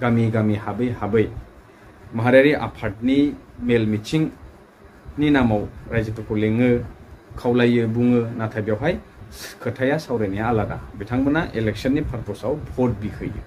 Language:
Bodo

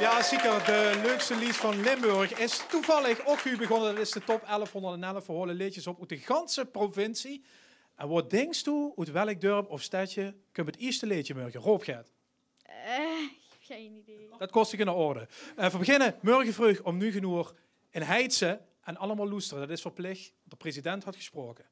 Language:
Limburgish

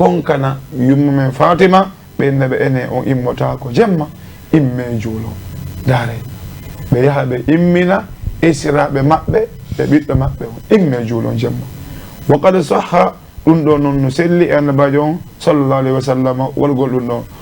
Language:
Fula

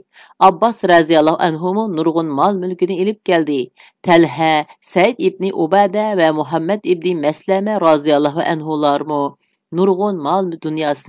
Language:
Uyghur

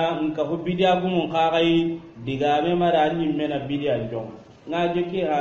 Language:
Soninke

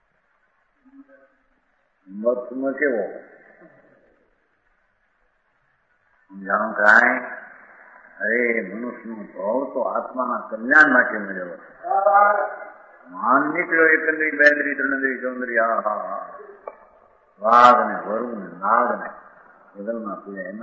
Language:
Gujarati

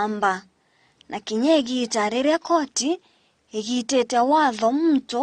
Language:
Meru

